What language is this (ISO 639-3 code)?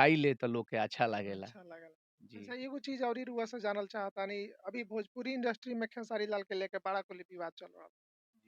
bho